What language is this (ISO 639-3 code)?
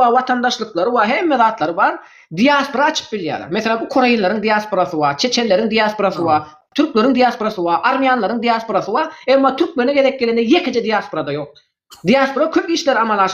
tuk